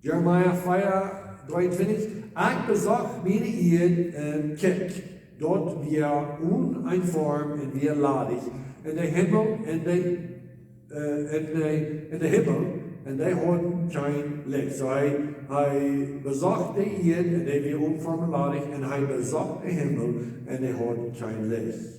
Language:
Plautdietsch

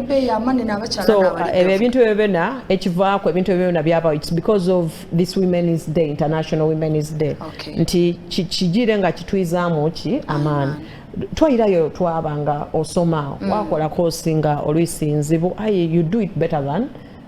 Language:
Soga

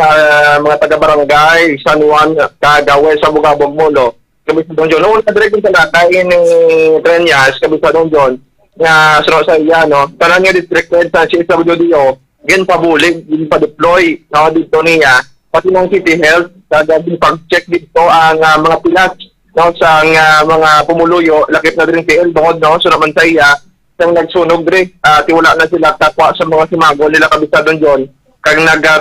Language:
Hiligaynon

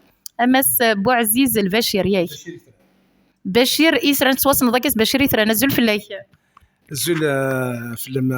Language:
Kabyle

